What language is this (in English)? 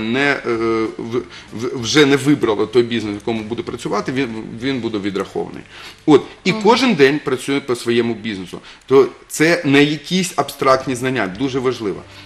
Ukrainian